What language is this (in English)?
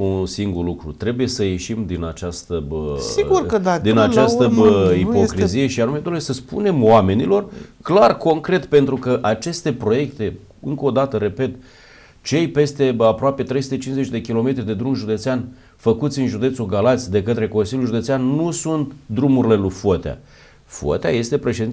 Romanian